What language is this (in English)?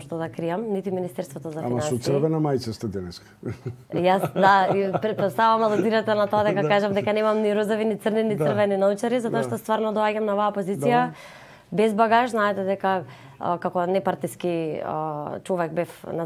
Macedonian